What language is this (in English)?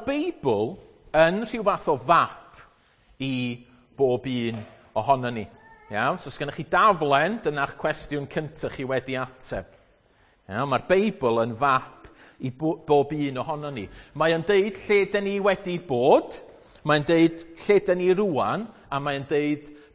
Welsh